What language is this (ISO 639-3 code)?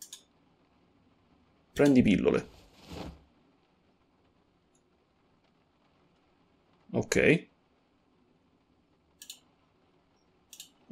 ita